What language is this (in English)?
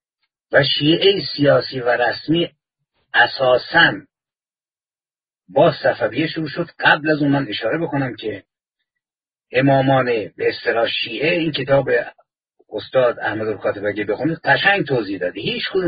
Persian